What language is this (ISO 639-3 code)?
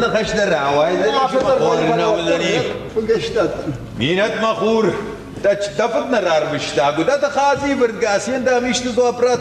oss